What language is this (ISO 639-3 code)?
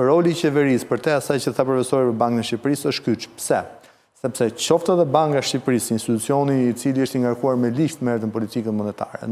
sqi